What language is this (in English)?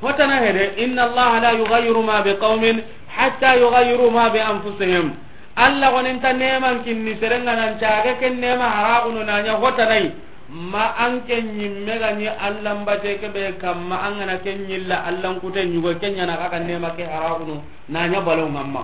Soninke